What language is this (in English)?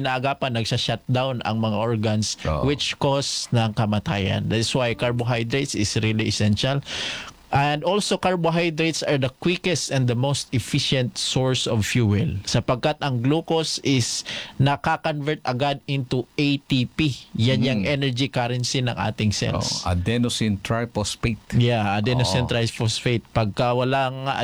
Filipino